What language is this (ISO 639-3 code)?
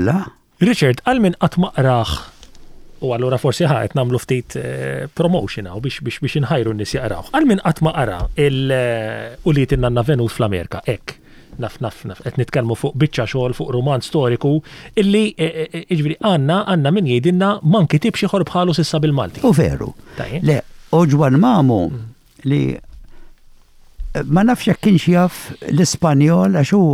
mlt